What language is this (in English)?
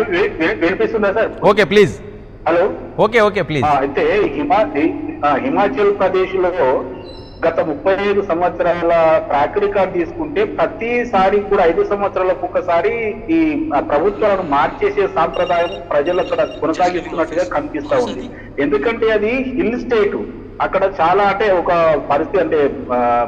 Telugu